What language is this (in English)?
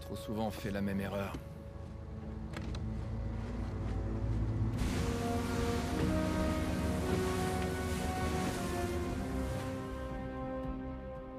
French